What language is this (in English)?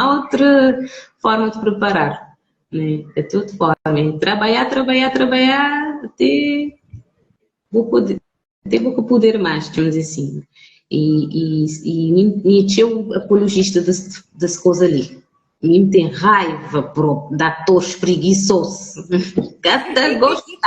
Kabuverdianu